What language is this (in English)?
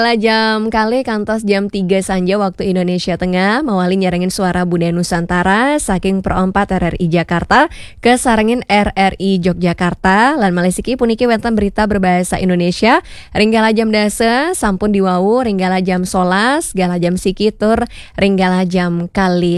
Balinese